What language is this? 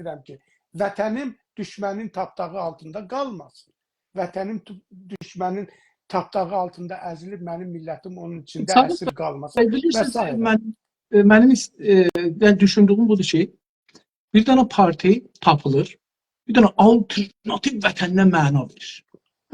South Azerbaijani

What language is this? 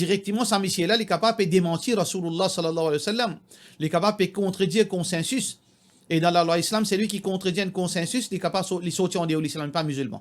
Morisyen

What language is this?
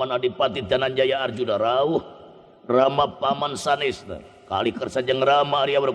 Sundanese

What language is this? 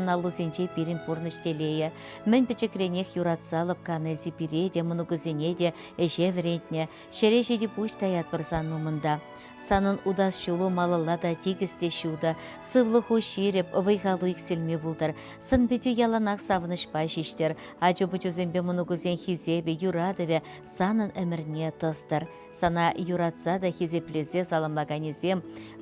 Chuvash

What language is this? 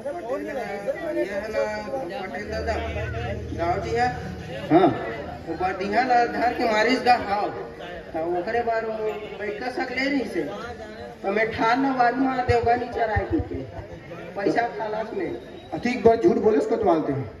Chhattisgarhi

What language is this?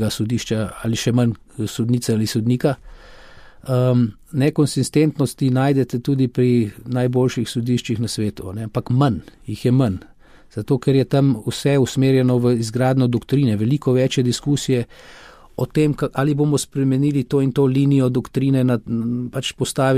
Slovenian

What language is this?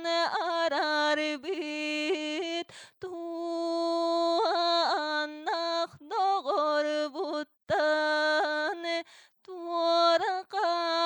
Yakut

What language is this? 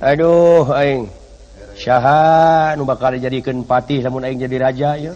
Sundanese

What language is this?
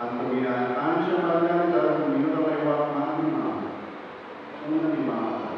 Papiamento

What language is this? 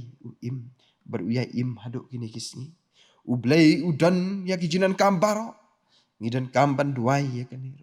Khasi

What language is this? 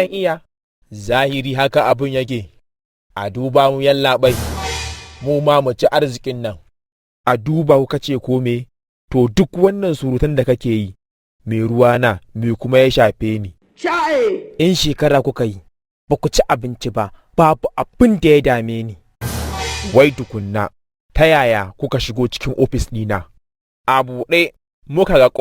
Hausa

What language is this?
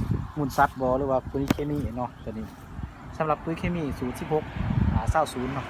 Lao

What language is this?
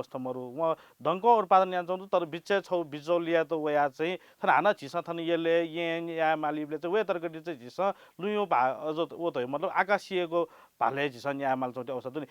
Newari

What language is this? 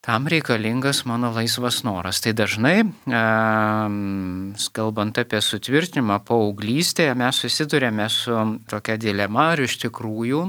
Lithuanian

